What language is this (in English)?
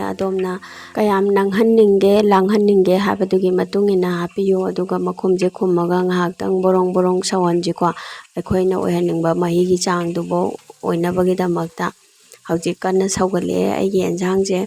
Manipuri